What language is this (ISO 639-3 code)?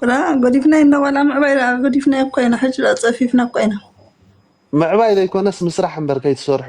tir